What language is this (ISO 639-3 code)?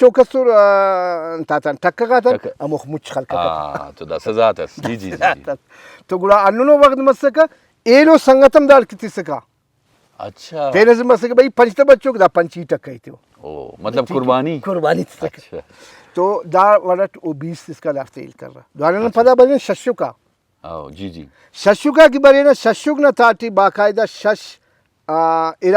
brh